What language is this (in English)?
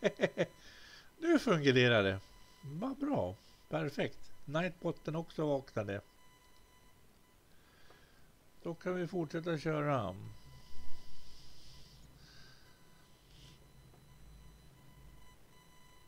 Swedish